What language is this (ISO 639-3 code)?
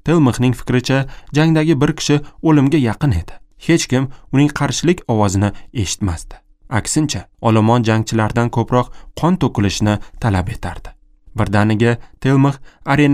uzb